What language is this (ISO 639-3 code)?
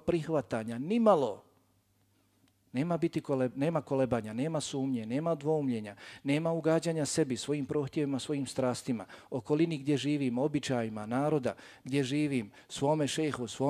bos